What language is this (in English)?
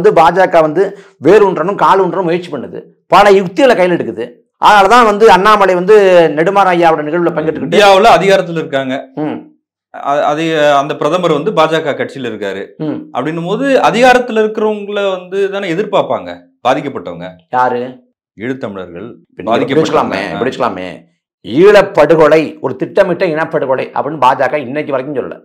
Tamil